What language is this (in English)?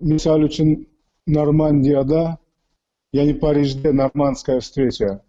Crimean Tatar